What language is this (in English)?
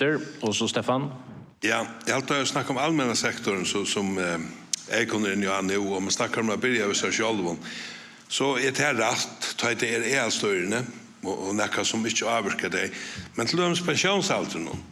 Faroese